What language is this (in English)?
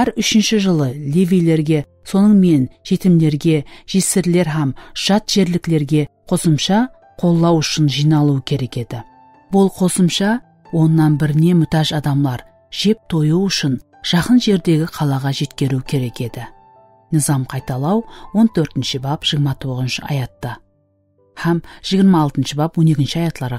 Kara-Kalpak